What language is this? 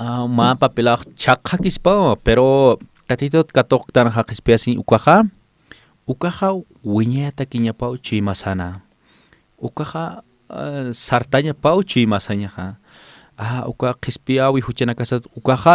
Aymara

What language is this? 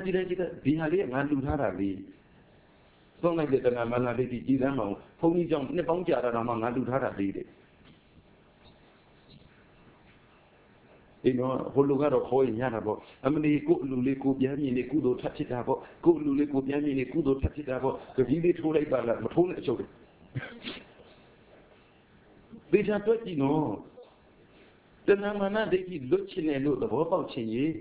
Burmese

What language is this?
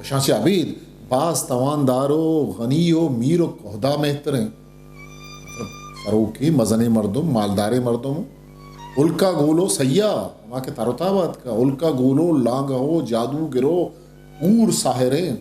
Eastern Balochi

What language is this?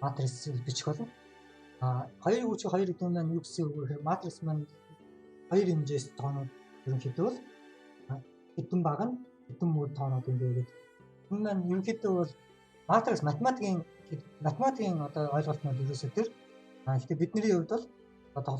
Mongolian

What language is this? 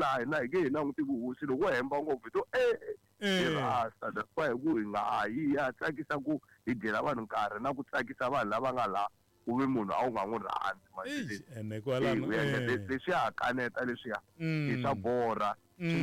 Tsonga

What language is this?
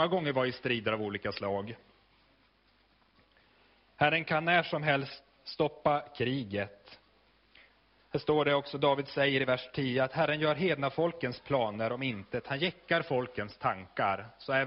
Swedish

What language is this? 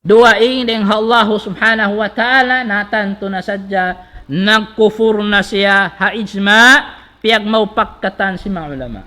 Tausug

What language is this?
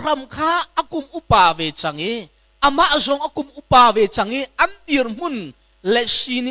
Hakha Chin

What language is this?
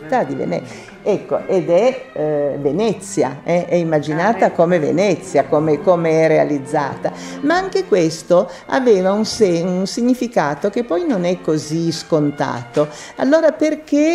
Italian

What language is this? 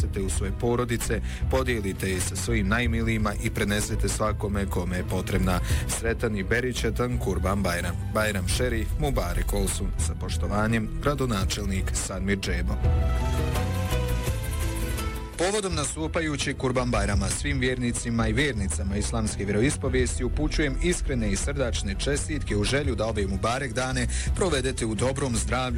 Bosnian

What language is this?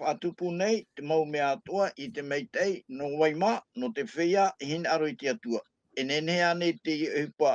Tahitian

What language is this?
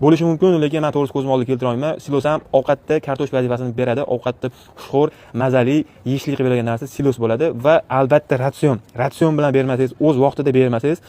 Uzbek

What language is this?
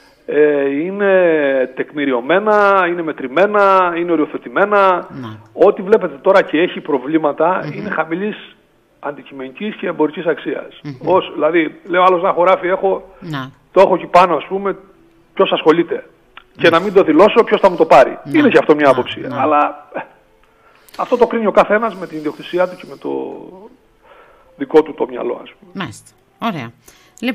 Greek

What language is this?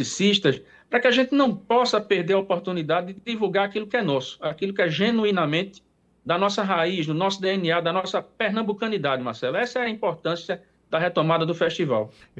Portuguese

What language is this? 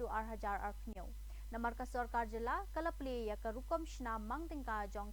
Khasi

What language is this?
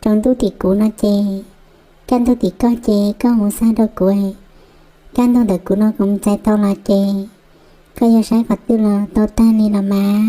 Hmong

